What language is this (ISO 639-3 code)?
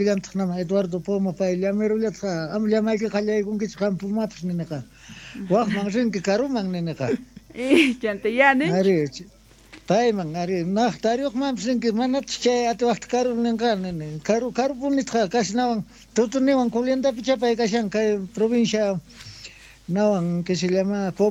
quh